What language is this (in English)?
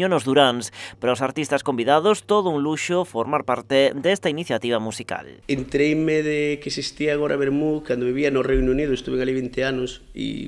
Galician